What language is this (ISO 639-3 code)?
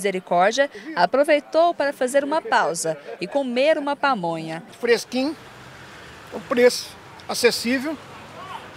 por